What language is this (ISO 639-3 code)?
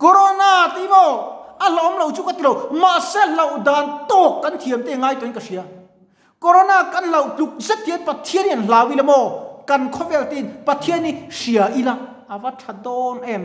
lus